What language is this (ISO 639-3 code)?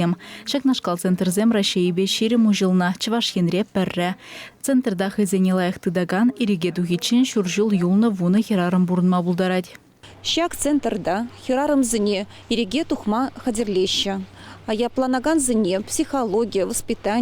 chv